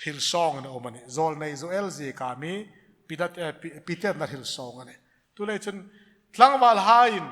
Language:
Hmar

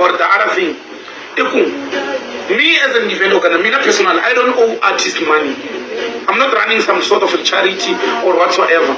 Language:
Tsonga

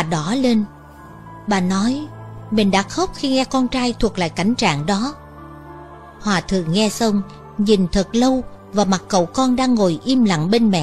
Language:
Vietnamese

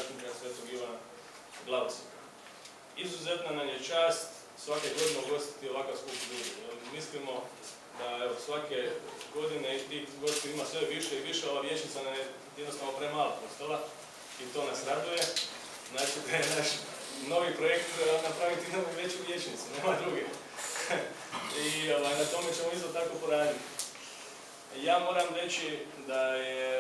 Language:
Croatian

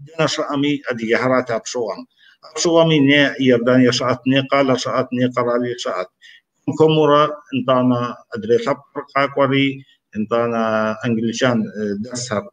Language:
Kabardian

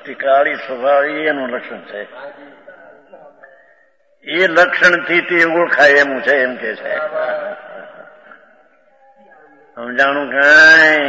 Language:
Gujarati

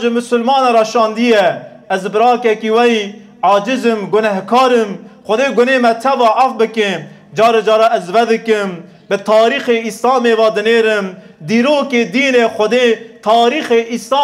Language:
Kurdish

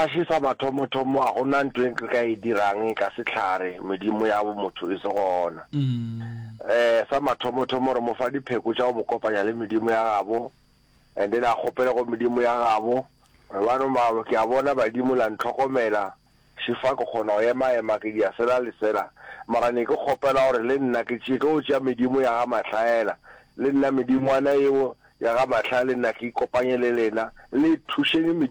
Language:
Northern Sotho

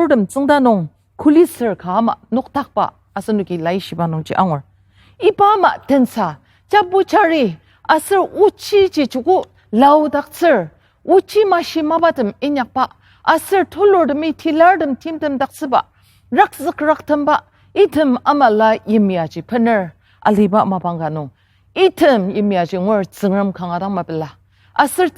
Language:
Ao Naga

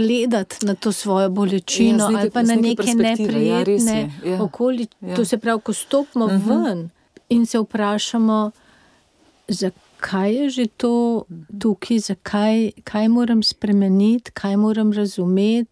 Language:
Slovenian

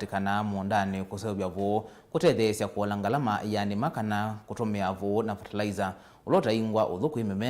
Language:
Kamba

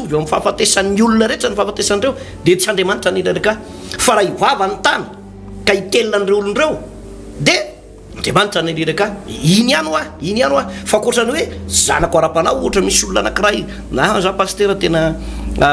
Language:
Malagasy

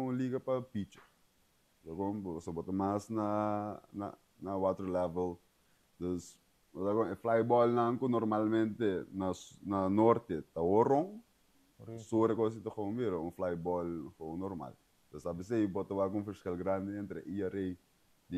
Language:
Papiamento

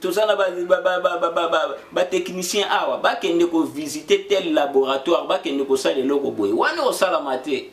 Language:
Lingala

